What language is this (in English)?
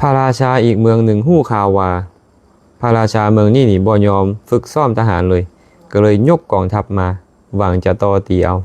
Lao